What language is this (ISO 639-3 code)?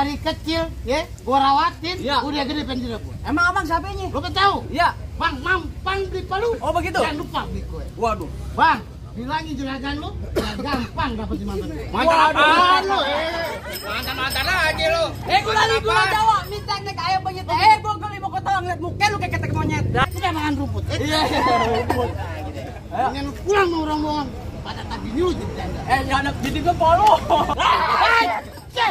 bew